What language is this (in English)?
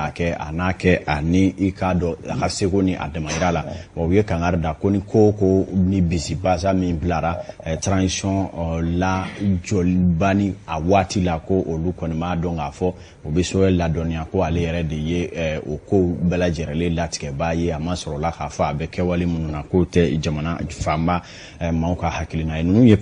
Bambara